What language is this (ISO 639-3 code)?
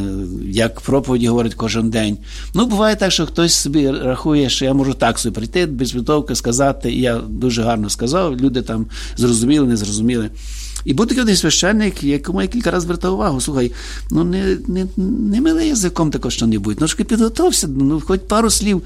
ukr